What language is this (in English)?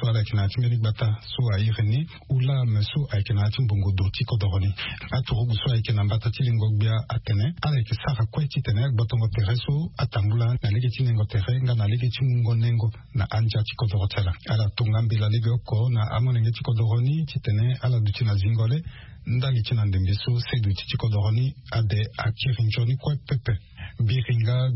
Sango